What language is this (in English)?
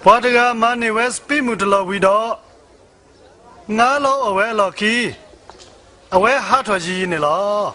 S'gaw Karen